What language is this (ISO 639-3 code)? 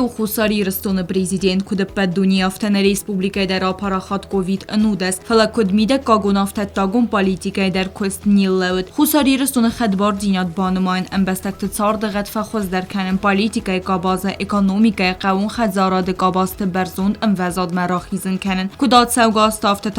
oss